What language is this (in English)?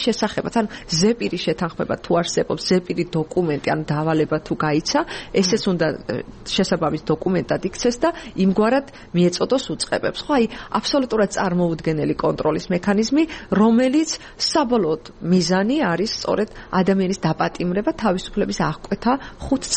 Georgian